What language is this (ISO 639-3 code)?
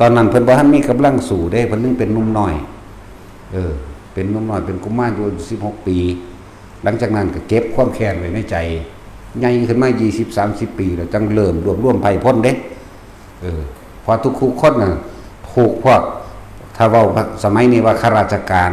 tts